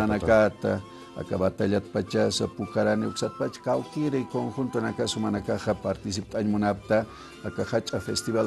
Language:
Aymara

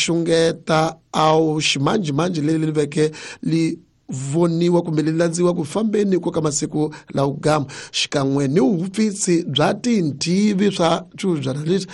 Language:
Tsonga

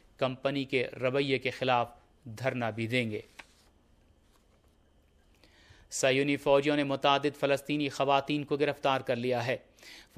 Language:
Urdu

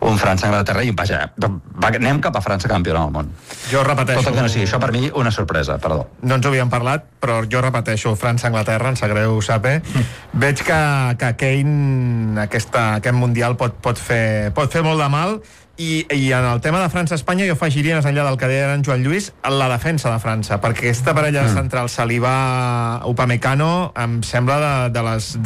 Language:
Catalan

